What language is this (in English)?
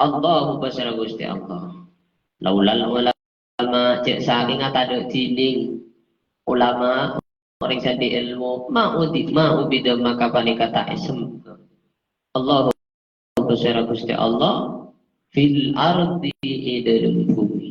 Madurese